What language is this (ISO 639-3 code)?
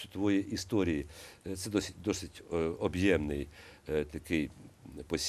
ukr